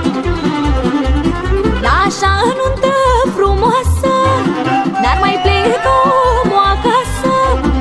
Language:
Romanian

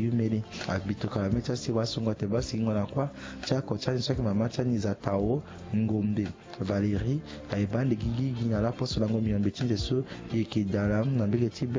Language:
Sango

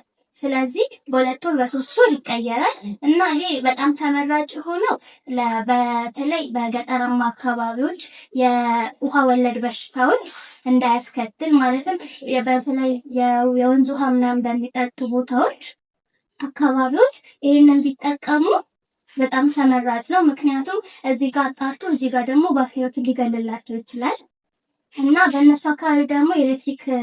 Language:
Amharic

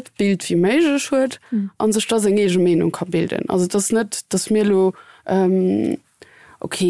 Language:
Luxembourgish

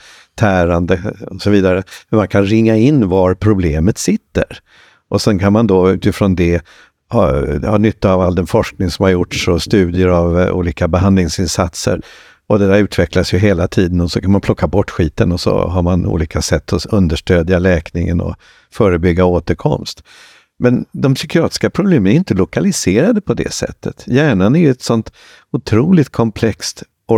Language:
Swedish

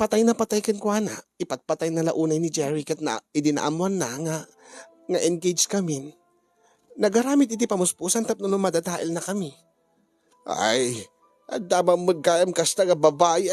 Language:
Iloko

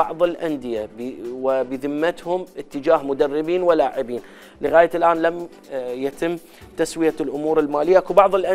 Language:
Mesopotamian Arabic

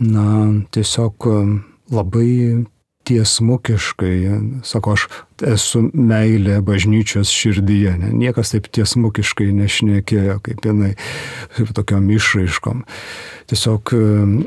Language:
Lithuanian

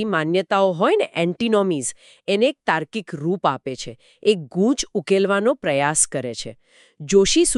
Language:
Gujarati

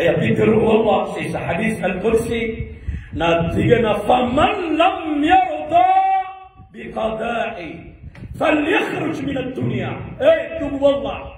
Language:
Maranao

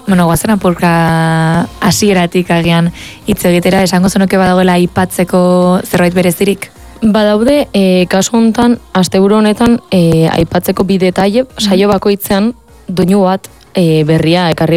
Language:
Basque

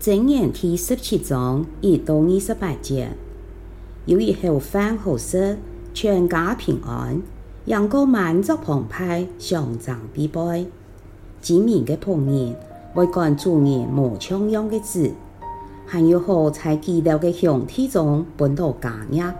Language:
Hakka Chinese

